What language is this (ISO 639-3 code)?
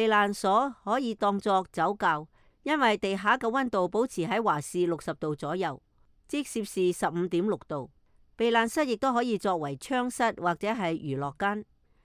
yue